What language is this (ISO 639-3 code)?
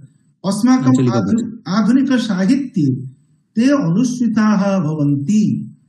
san